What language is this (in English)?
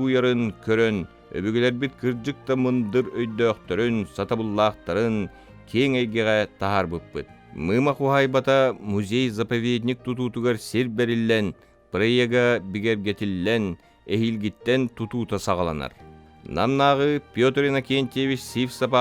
Yakut